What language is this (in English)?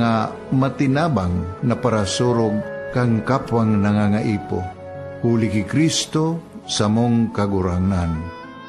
Bikol